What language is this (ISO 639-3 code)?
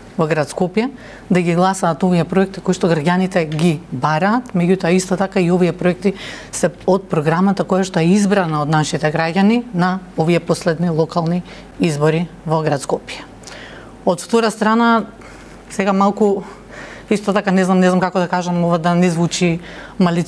mkd